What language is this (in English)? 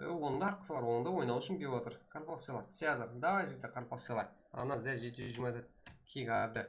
Kara-Kalpak